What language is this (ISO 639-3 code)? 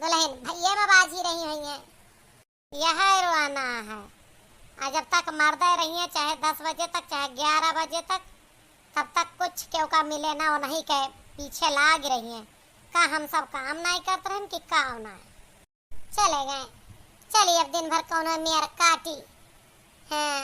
awa